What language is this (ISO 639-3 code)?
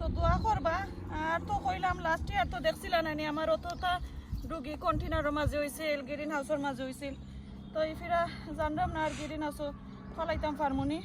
syl